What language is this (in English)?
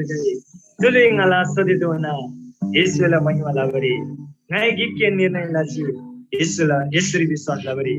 Eastern Tamang